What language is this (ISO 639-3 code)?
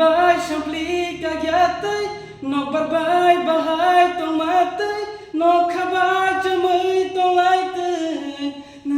trp